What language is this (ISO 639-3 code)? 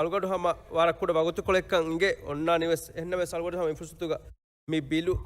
div